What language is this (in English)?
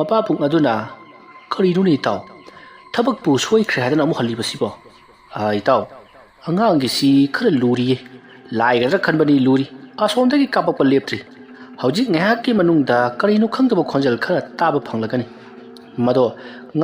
Manipuri